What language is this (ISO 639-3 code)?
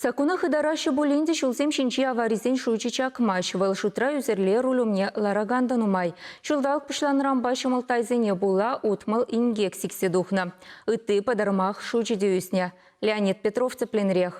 chv